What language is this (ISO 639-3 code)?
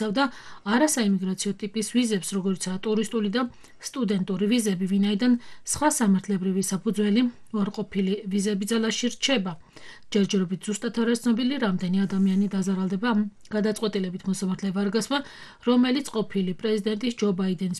kat